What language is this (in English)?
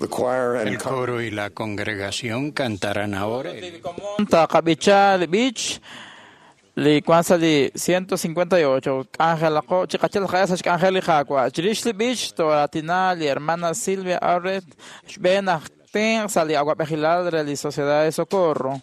Kekchí